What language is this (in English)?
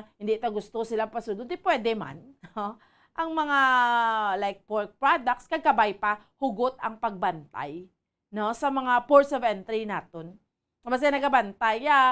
Hiligaynon